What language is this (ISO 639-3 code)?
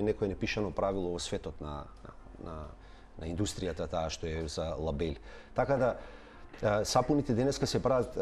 mkd